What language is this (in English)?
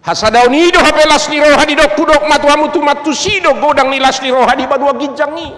Batak Toba